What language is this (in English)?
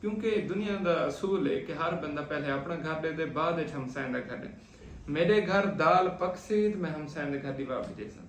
Saraiki